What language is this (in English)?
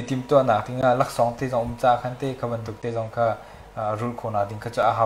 Hakha Chin